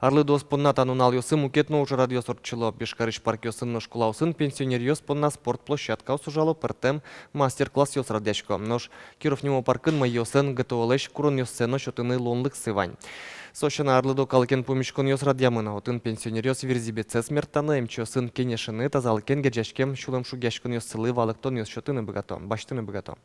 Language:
Udmurt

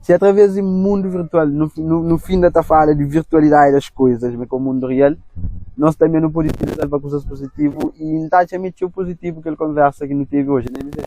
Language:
Kabuverdianu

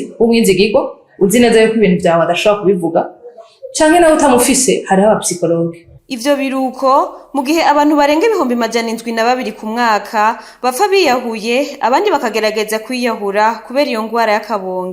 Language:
Rundi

